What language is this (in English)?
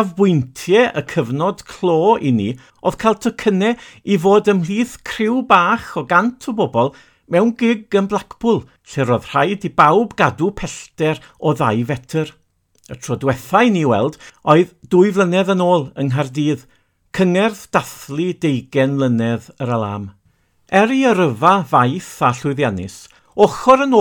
Welsh